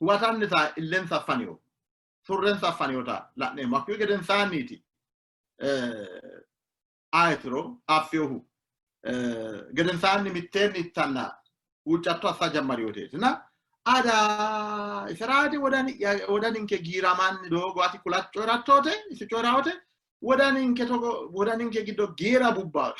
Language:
Sidamo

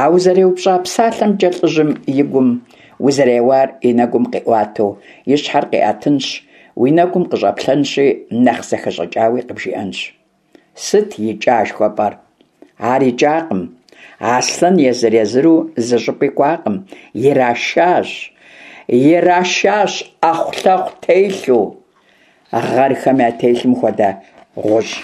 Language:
Kabardian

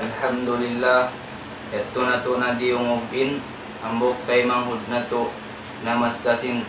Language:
Tausug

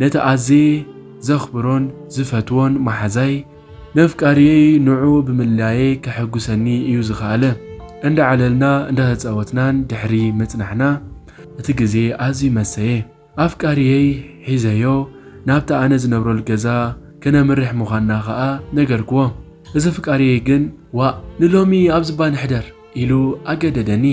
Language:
Tigrinya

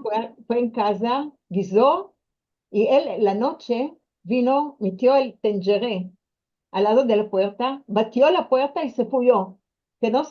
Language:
Ladino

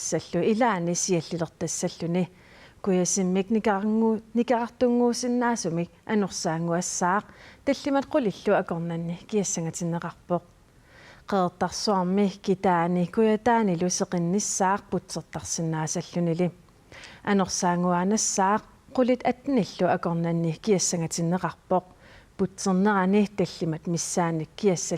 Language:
Kalaallisut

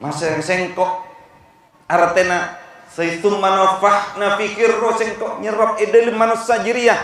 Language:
Madurese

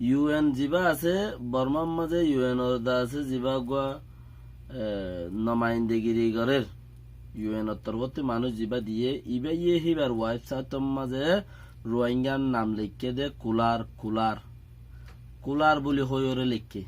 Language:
Rohingya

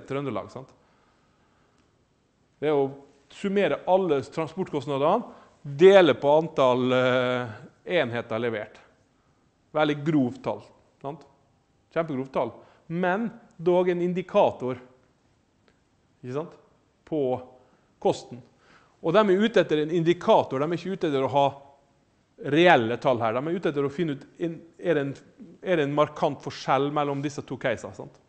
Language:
Norwegian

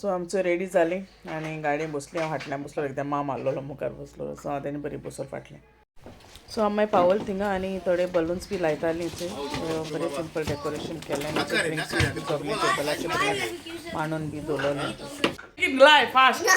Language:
Konkani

